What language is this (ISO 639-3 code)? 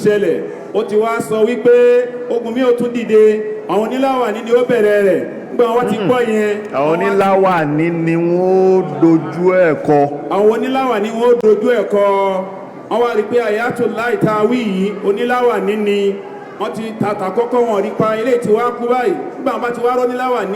yor